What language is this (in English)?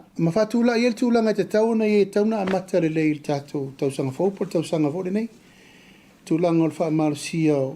Samoan